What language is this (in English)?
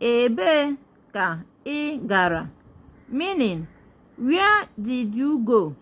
Igbo